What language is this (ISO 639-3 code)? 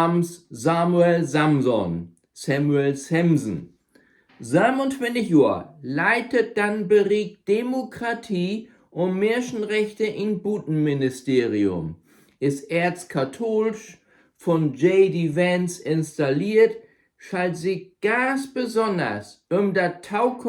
nds